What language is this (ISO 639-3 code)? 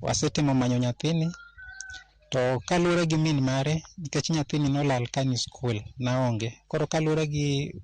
luo